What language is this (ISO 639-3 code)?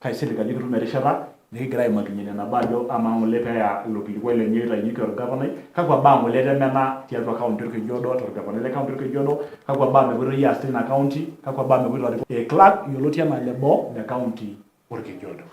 mas